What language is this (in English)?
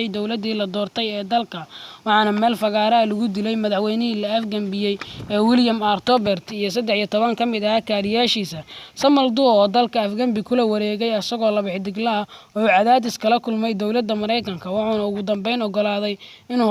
Somali